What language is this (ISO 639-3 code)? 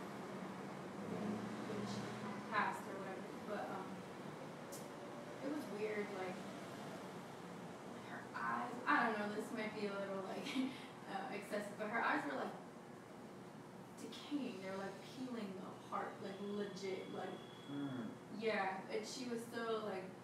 eng